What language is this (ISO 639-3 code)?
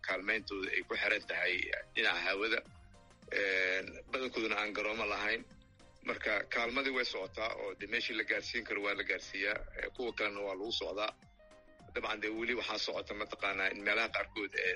som